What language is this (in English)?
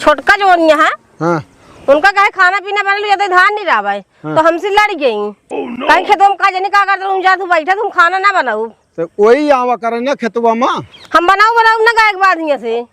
Awadhi